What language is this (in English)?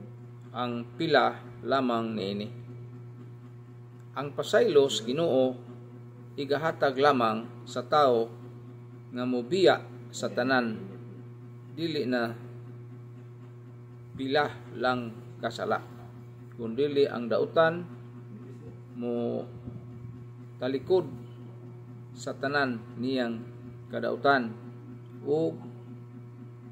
Cebuano